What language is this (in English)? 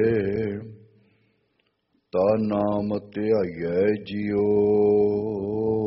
Punjabi